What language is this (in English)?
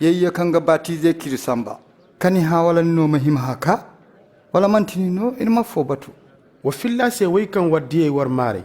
Zarma